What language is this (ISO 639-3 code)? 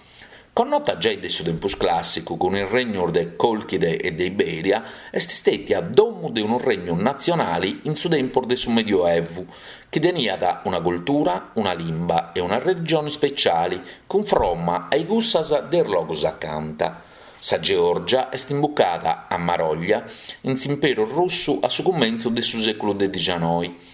srd